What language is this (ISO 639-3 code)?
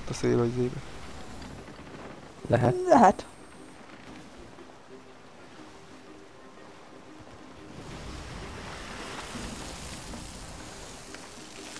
hun